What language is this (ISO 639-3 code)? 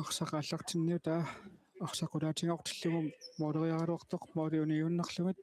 kal